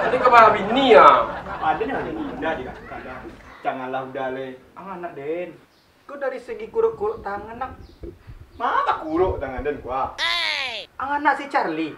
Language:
Minangkabau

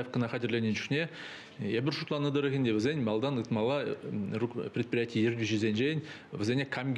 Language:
Chuvash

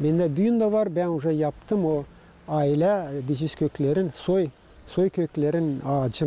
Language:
Gagauz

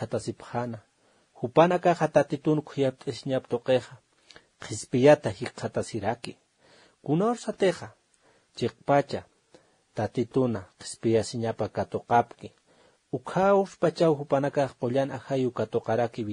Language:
Aymara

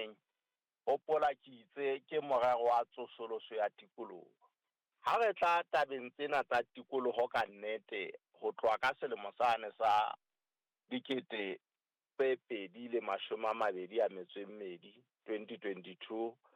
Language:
Southern Sotho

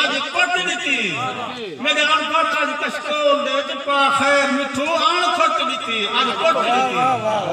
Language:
Saraiki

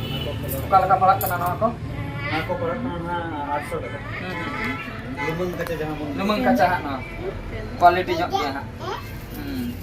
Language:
Santali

